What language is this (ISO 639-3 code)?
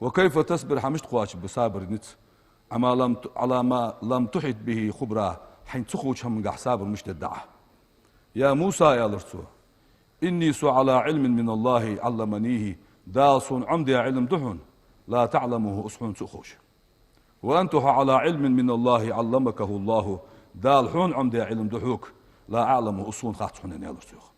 inh